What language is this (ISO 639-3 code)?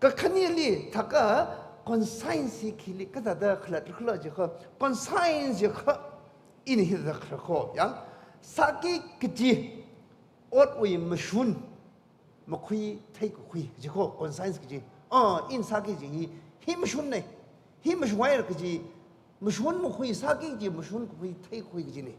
nmf